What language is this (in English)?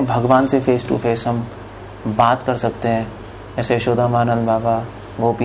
Hindi